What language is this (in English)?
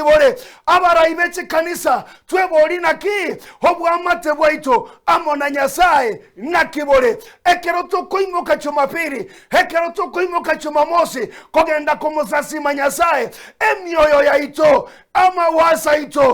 Gusii